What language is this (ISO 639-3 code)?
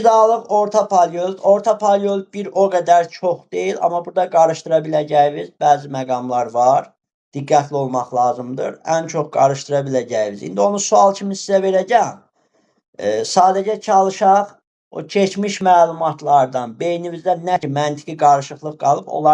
aze